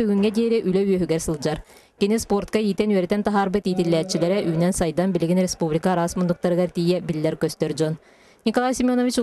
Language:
Yakut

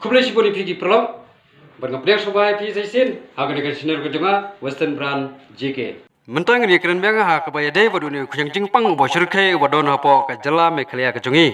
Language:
Khasi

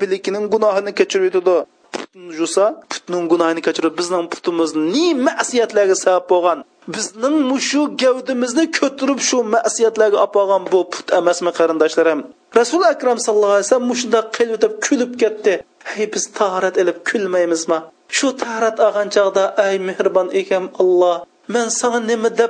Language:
Uyghur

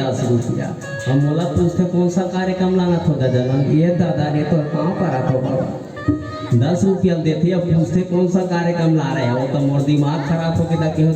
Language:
Chhattisgarhi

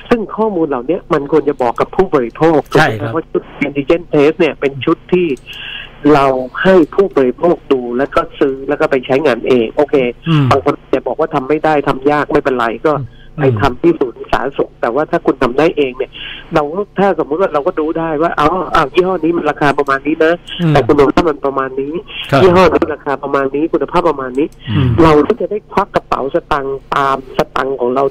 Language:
Thai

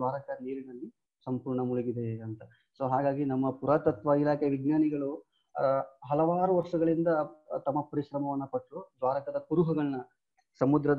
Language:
Kannada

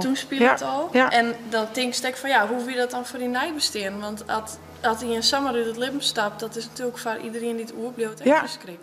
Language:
Western Frisian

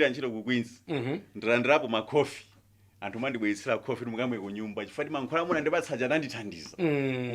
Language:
Nyanja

